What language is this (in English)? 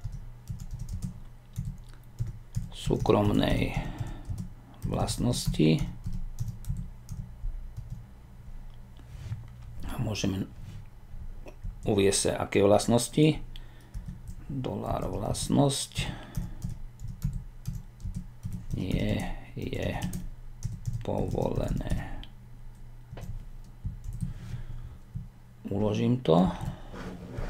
Slovak